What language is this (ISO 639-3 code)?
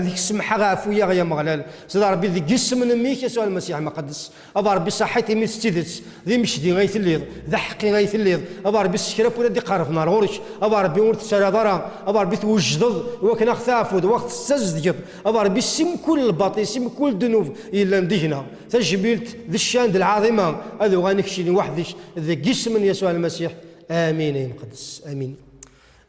kab